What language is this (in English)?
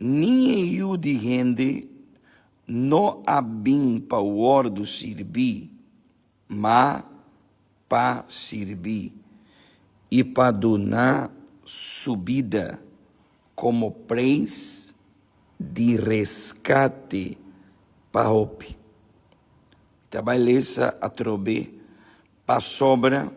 Papiamento